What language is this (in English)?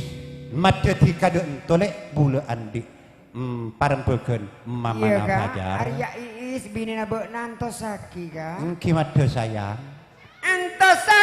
Madurese